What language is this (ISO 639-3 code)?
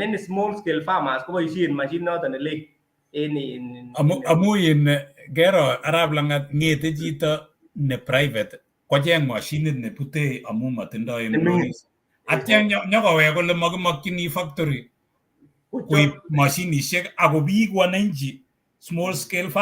kln